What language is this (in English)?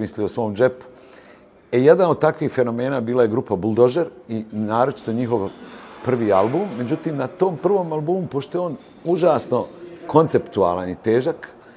Serbian